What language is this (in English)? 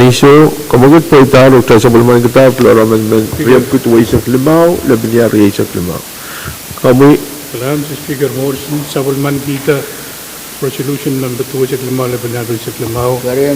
Pohnpeian